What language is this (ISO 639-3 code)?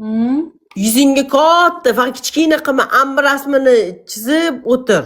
uzb